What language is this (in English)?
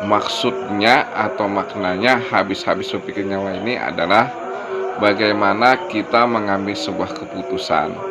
Banjar